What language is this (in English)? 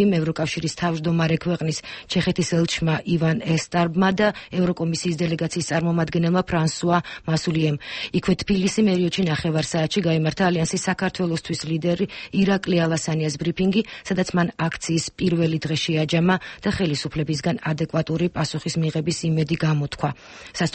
Georgian